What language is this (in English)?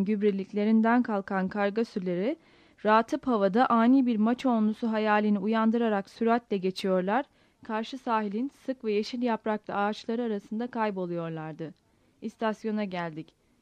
Turkish